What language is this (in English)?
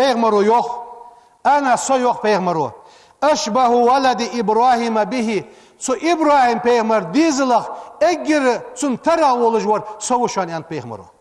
Ingush